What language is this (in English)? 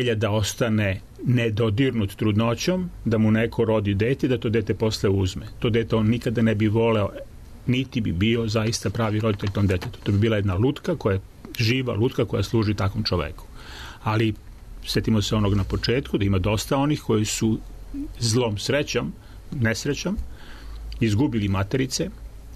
Serbian